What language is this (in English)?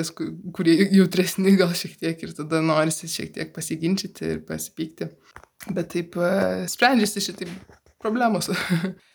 Lithuanian